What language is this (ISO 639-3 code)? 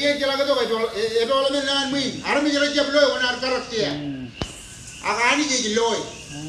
mah